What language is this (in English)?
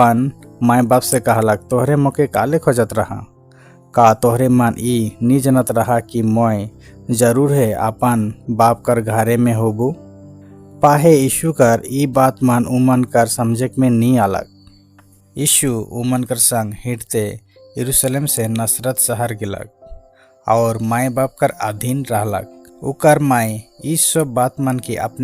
Sadri